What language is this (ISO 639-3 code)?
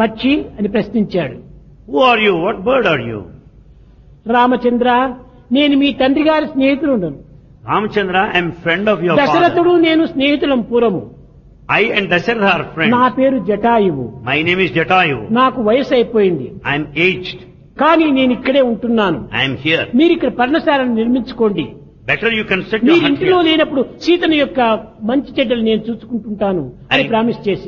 tel